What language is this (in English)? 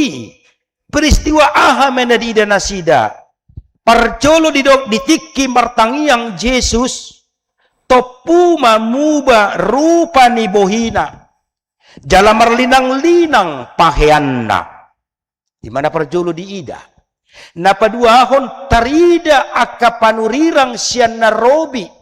Batak Toba